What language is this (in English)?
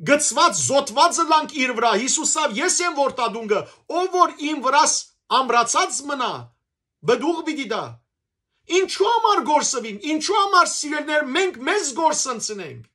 Western Armenian